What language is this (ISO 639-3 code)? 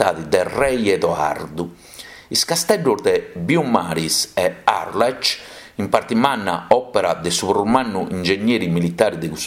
srd